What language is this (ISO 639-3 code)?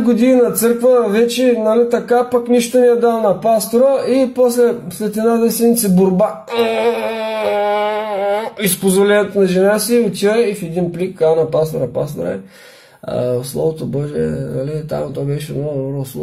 bul